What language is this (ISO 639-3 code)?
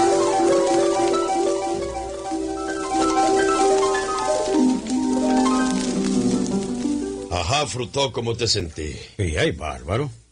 spa